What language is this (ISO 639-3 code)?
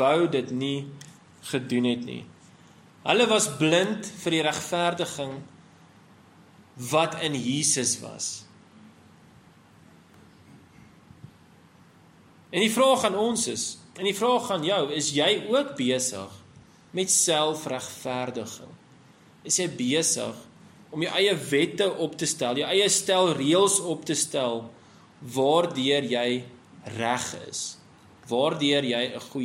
afr